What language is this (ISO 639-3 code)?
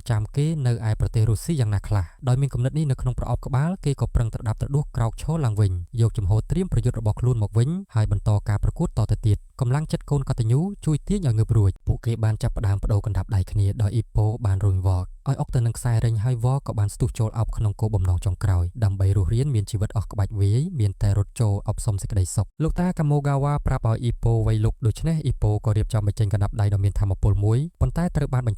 khm